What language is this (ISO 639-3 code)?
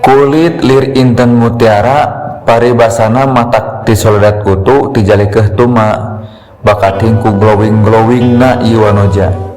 sun